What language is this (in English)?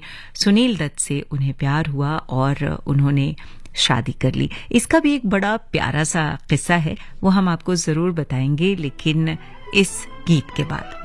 Hindi